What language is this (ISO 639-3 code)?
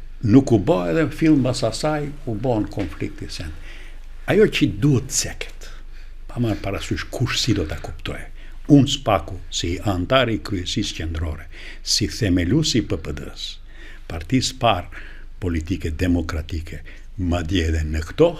sqi